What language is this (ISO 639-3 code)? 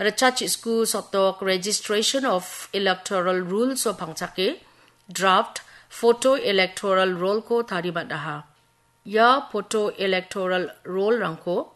grt